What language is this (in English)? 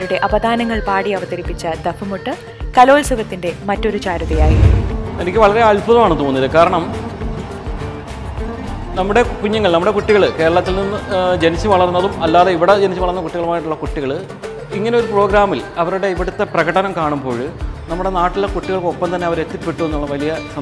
Malayalam